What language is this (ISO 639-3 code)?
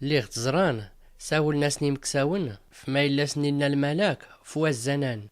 shi